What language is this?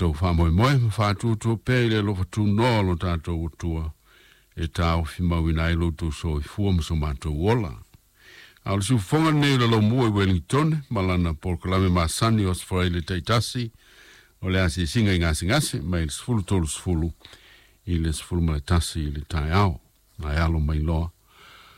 Samoan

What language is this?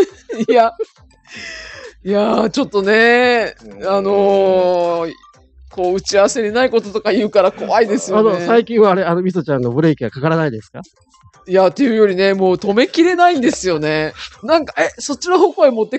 Japanese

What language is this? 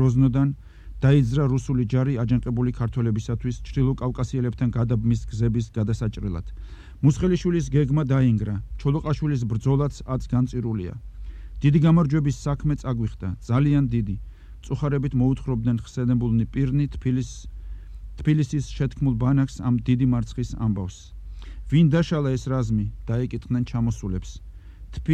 Georgian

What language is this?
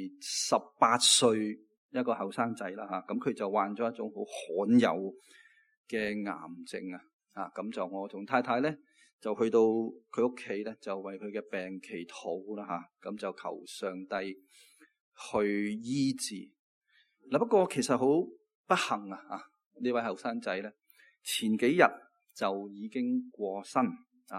Cantonese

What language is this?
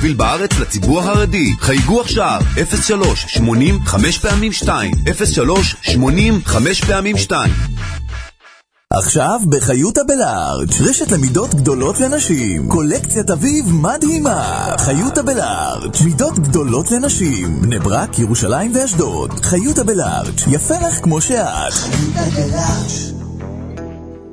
Hebrew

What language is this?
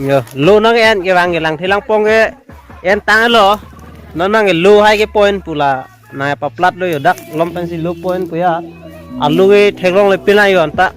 Karbi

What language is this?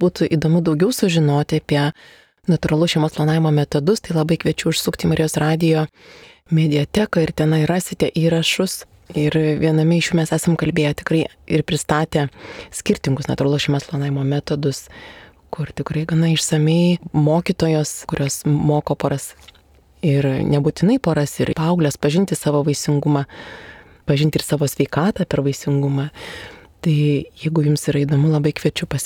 Lithuanian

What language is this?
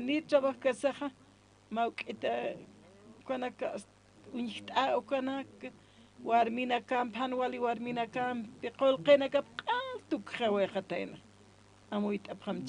Aymara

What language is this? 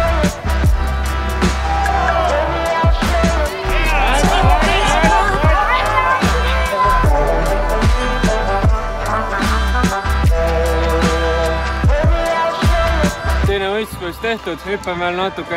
Estonian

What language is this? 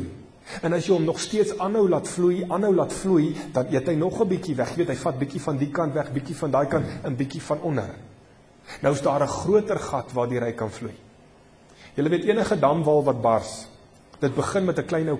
Afrikaans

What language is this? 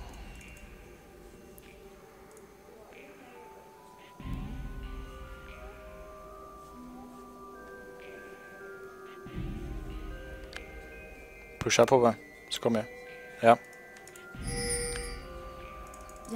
Swedish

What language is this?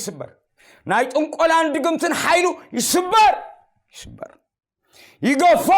Tigrinya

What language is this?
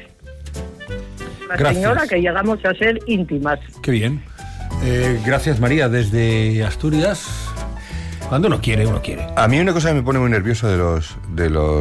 Spanish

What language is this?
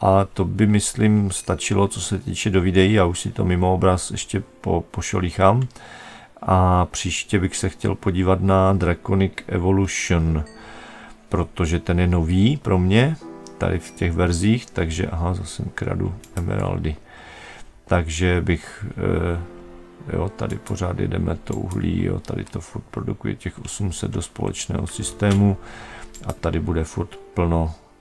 Czech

